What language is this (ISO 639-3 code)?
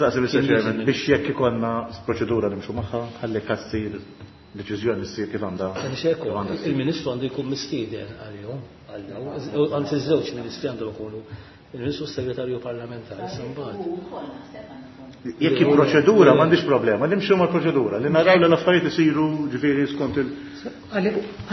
mlt